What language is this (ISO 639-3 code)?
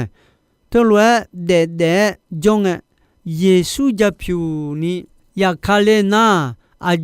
ahk